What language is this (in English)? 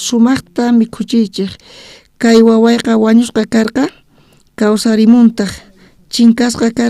South Bolivian Quechua